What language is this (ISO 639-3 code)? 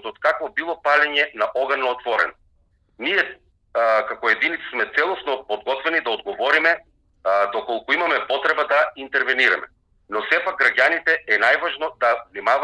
mkd